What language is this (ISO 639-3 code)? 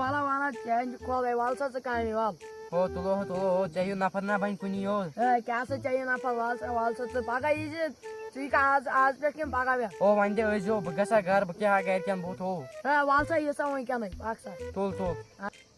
kas